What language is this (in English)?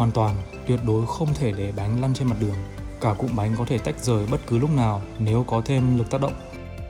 Vietnamese